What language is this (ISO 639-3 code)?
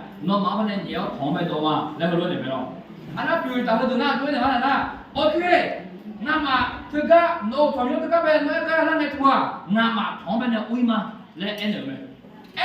ahk